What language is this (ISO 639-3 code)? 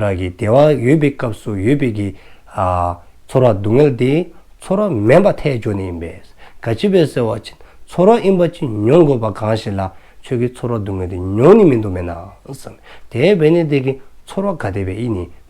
dzo